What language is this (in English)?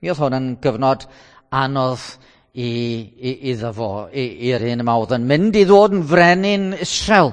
Welsh